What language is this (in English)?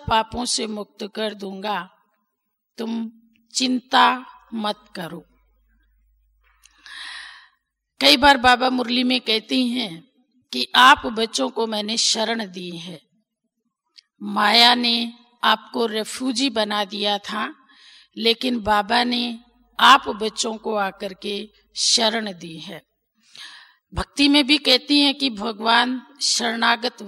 Hindi